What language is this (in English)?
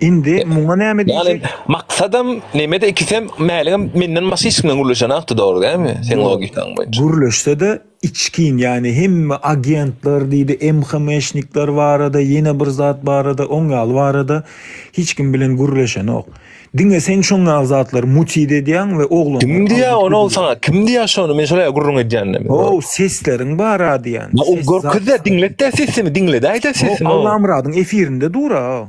Turkmen